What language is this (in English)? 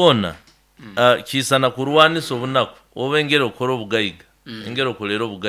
Nyoro